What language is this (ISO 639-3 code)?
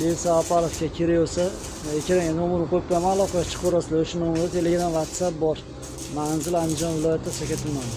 uzb